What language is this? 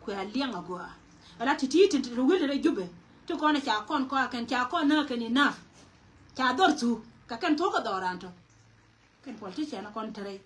Nuer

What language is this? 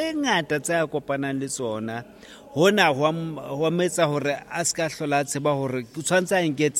Southern Sotho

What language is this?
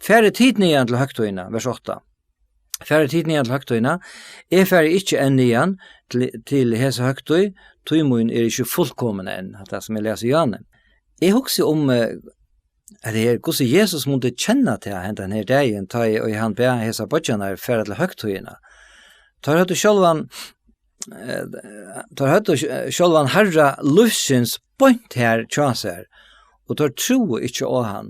Faroese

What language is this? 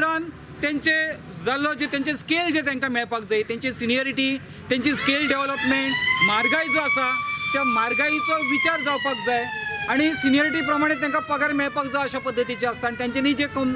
Konkani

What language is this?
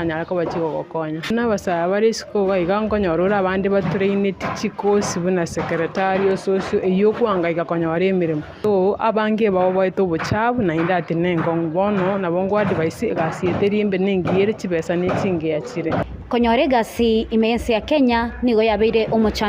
Gusii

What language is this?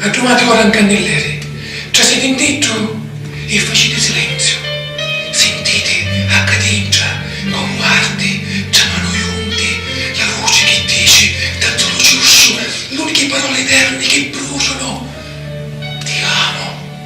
Sicilian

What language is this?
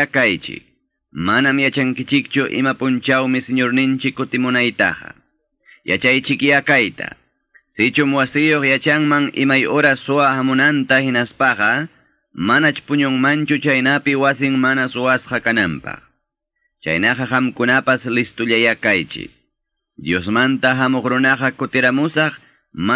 Quechua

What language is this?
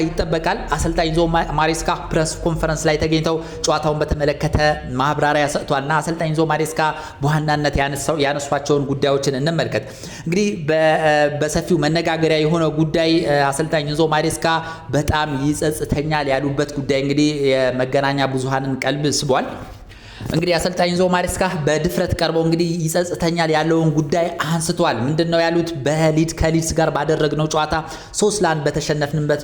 Amharic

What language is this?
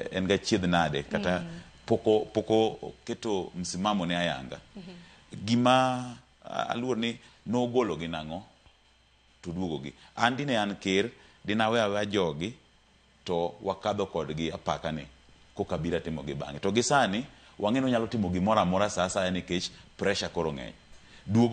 Luo (Kenya and Tanzania)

